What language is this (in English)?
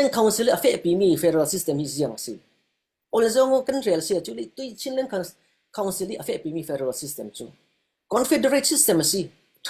Falam Chin